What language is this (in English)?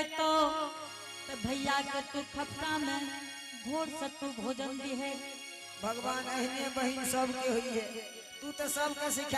Angika